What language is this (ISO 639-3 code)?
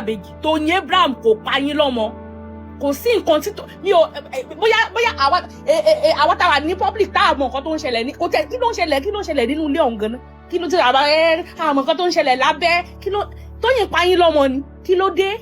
yor